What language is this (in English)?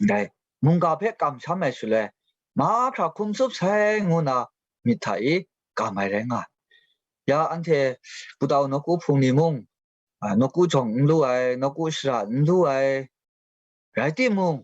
Kachin